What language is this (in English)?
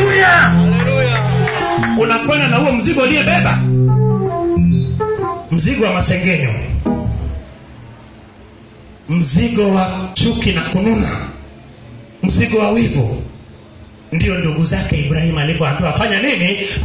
Swahili